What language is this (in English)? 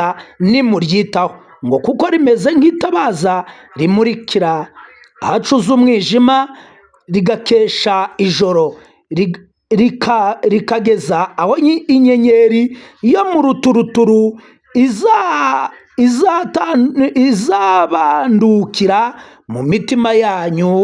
Kinyarwanda